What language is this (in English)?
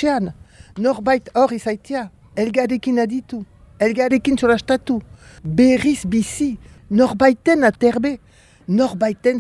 Basque